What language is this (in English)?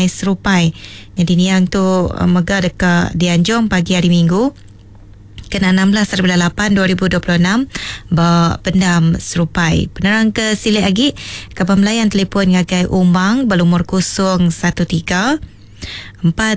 Iban